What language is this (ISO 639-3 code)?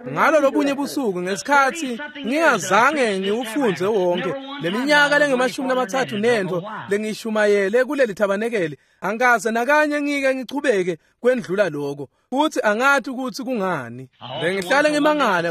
ssw